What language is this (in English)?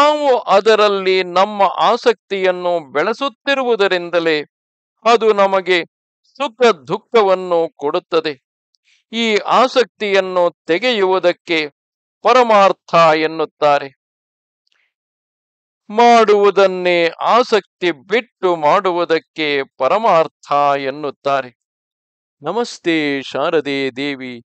Kannada